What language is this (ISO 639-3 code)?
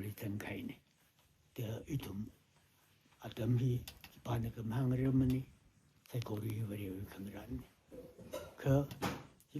nmf